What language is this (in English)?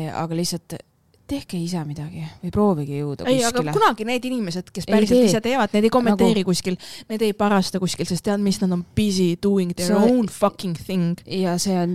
Estonian